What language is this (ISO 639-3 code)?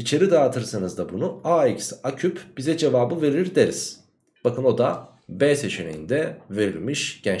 tur